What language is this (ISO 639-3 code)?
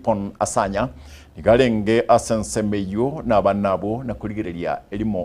guz